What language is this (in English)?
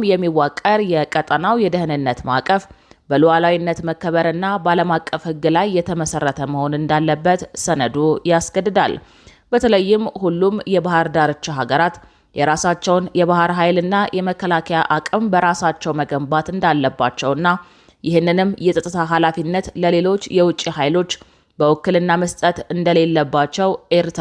Amharic